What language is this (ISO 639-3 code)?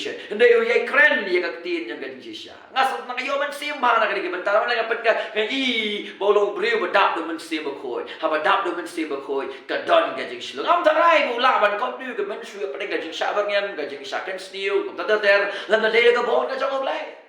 kha